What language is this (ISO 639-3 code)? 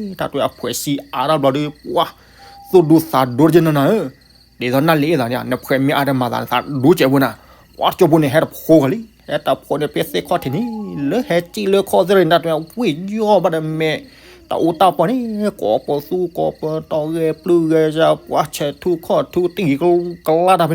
ksw